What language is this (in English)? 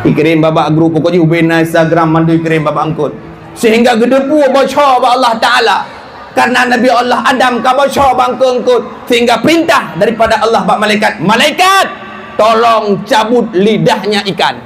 Achinese